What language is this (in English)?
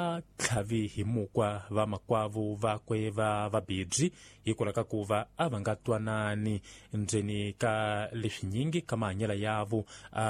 Tsonga